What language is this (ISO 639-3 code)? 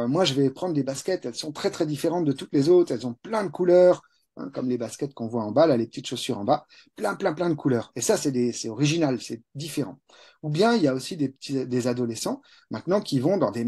fra